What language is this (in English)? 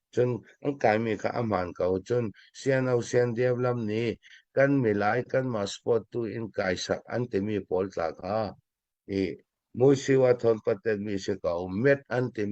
Falam Chin